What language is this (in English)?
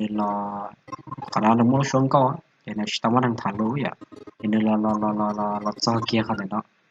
Hmong